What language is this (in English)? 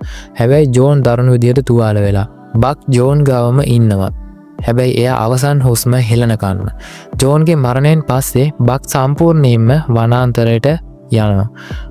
Sinhala